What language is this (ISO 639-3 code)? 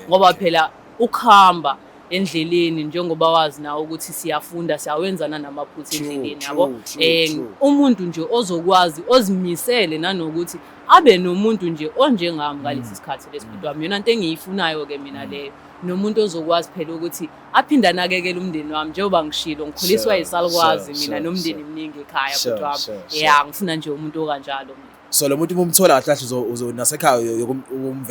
zul